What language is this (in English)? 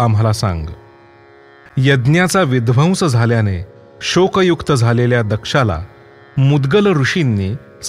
Marathi